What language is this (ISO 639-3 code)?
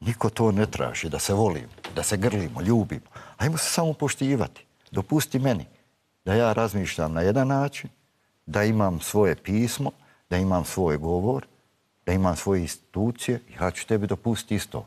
bos